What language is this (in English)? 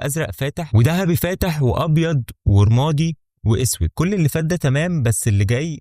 Egyptian Arabic